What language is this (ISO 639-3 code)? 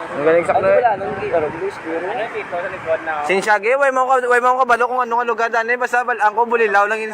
hil